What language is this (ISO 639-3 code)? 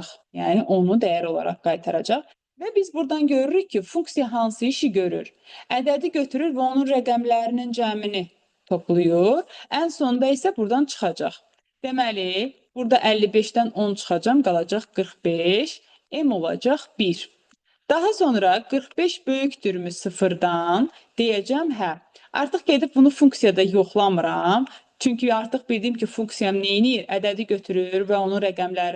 aze